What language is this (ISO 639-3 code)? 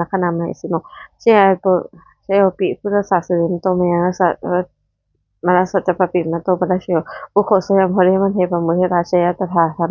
pli